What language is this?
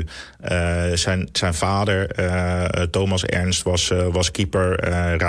Dutch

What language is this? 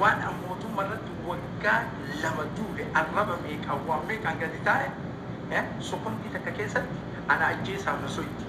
Oromo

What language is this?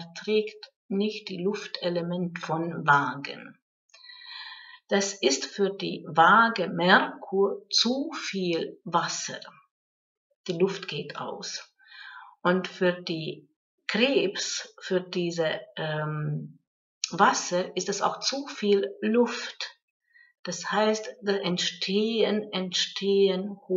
German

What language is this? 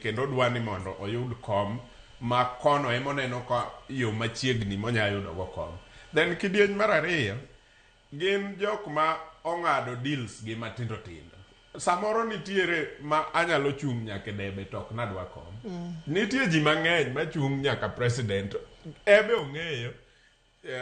Luo (Kenya and Tanzania)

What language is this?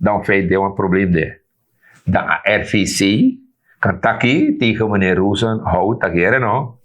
Sranan Tongo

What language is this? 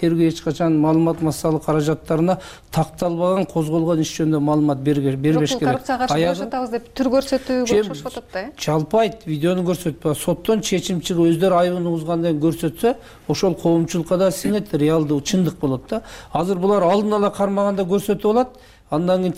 Kyrgyz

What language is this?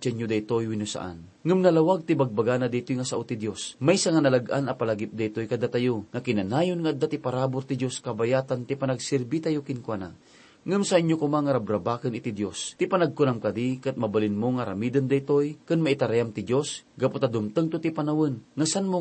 Iloko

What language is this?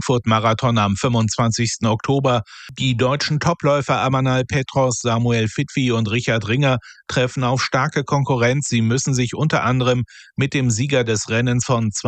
German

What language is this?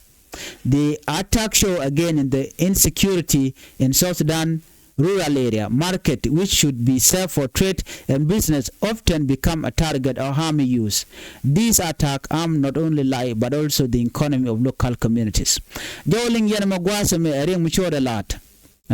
Nuer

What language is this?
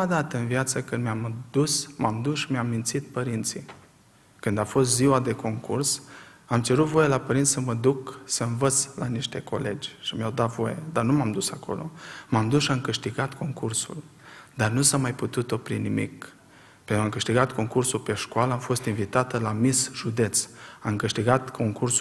Romanian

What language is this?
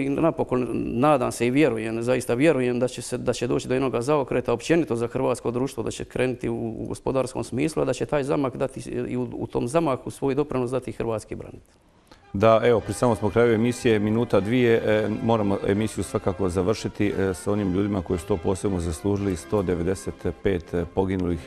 Croatian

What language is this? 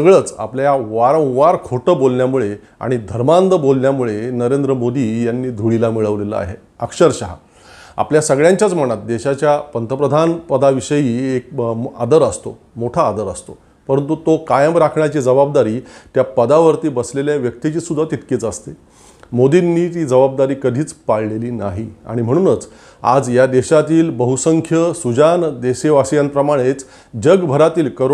Marathi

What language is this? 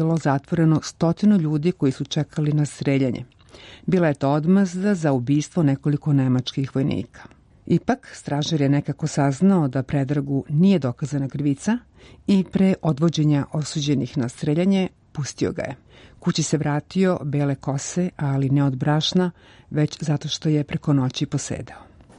Serbian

